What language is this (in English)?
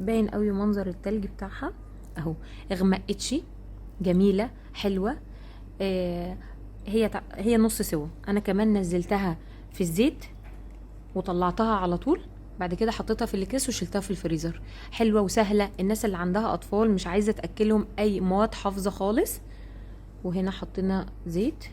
Egyptian Arabic